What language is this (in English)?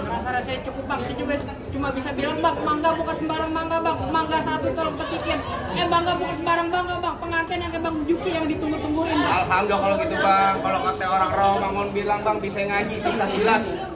Betawi